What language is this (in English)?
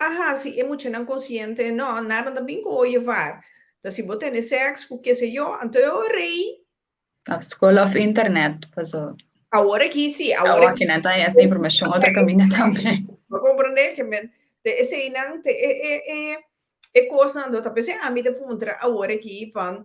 Papiamento